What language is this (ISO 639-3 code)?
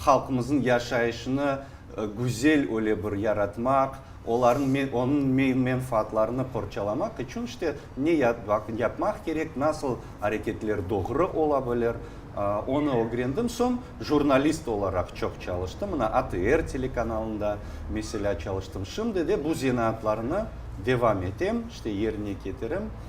crh